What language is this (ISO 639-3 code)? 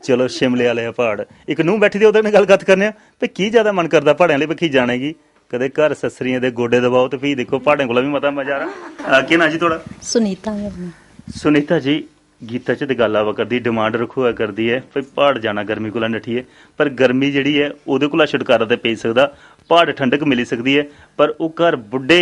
doi